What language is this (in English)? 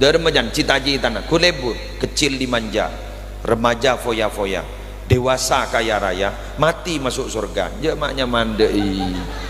Madurese